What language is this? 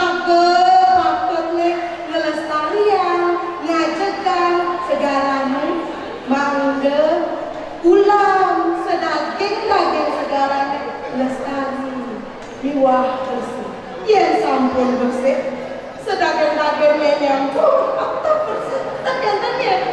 Balinese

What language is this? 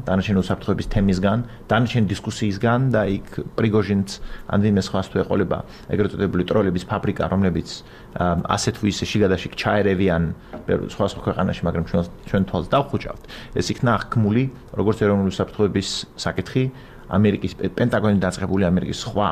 Georgian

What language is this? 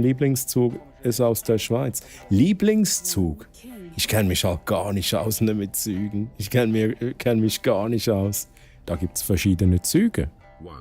Swiss German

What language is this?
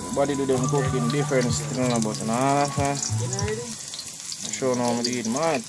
Jamaican Creole English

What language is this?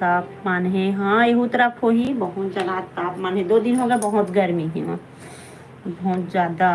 Chhattisgarhi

